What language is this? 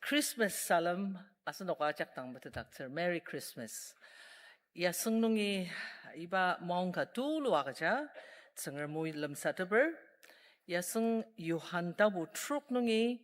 Ao Naga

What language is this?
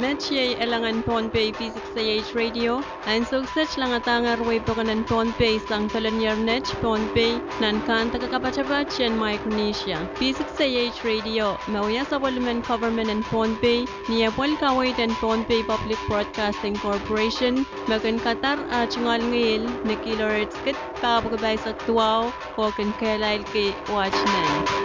Pohnpeian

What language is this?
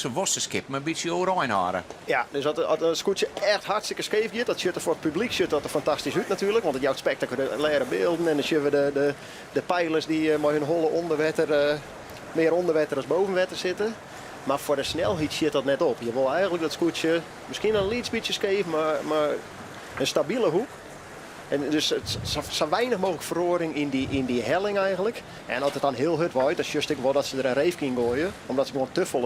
Western Frisian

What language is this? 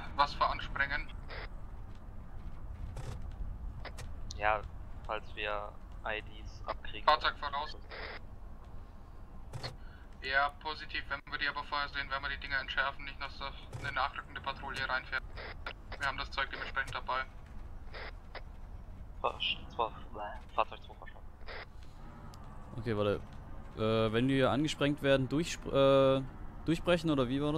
German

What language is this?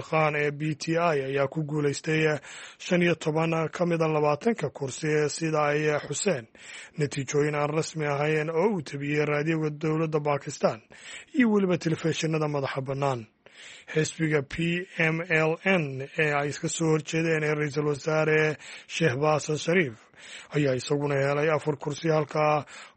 Somali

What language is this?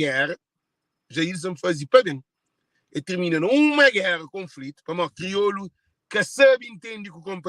Kabuverdianu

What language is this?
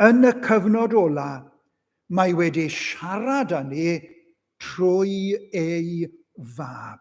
Welsh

